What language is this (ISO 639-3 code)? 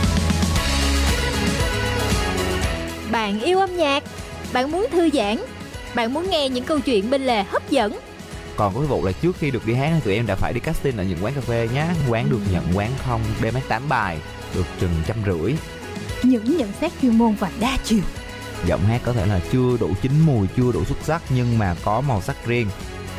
vie